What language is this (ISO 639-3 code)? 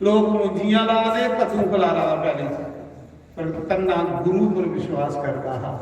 doi